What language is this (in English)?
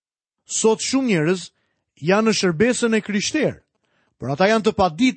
Albanian